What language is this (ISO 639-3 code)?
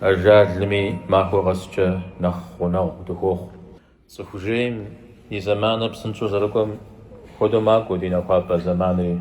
kbd